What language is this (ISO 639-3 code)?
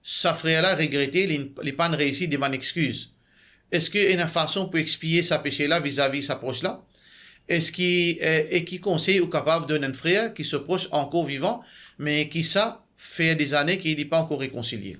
mfe